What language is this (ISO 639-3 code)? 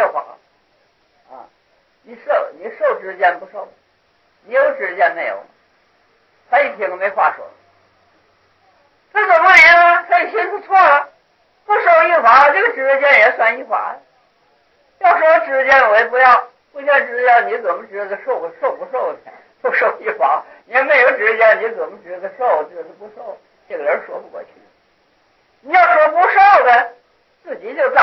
zho